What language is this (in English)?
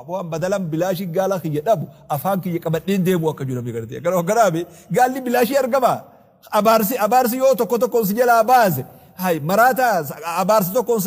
Oromo